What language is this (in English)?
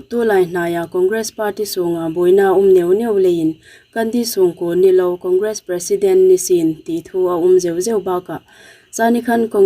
Hmar